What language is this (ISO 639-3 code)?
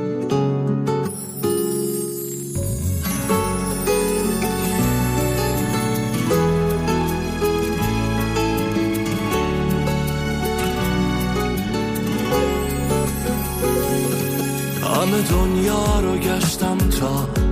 fas